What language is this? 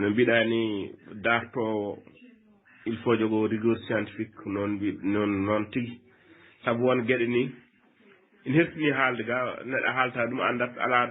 Fula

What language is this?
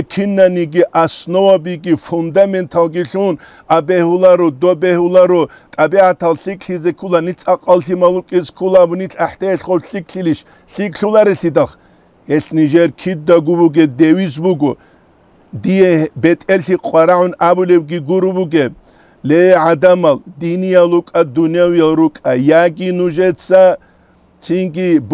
Avaric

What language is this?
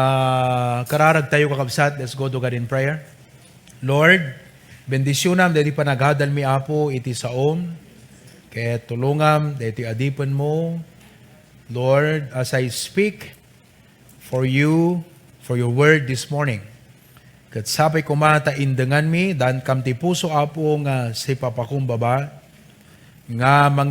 Iloko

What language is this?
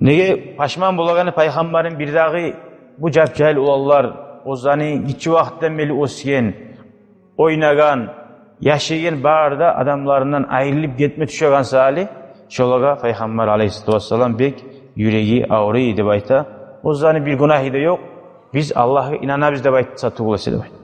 Kumyk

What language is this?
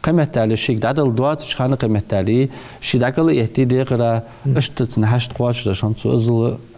Ingush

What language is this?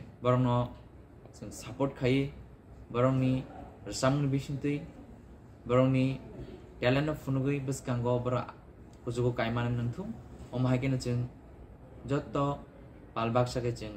Kok Borok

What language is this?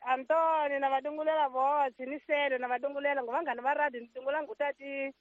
Tsonga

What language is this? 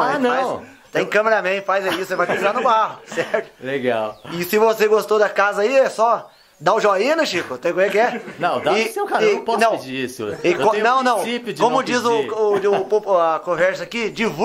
Portuguese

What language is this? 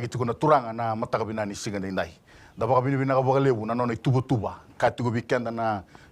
Fijian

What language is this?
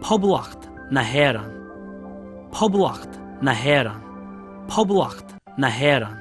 Irish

